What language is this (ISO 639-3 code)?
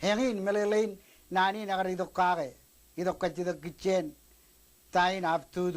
mah